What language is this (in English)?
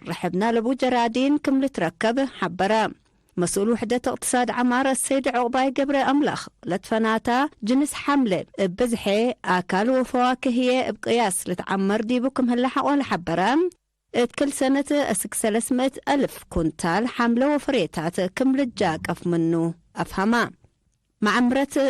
Tigre